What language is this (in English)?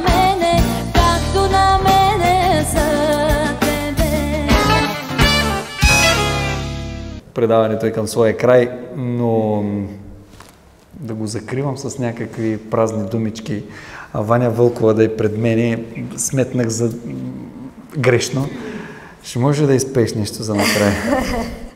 Bulgarian